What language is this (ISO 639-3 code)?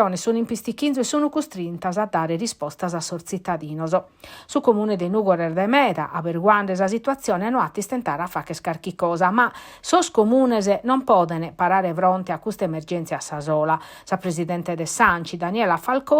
srd